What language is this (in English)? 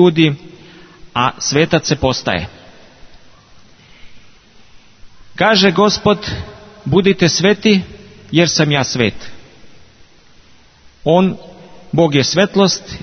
Serbian